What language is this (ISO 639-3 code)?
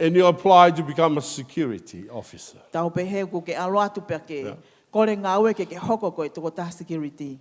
ton